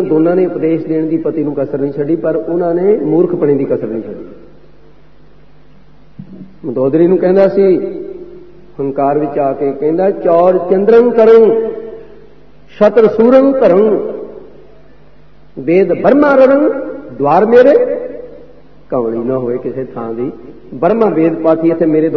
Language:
Punjabi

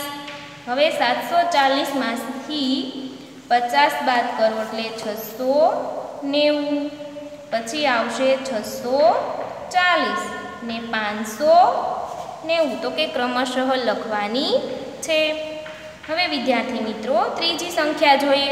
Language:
Gujarati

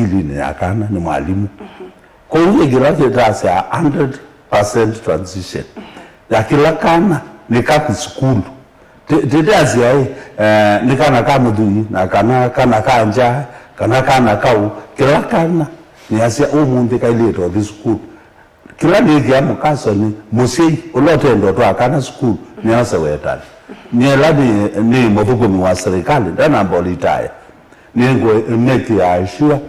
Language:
Kamba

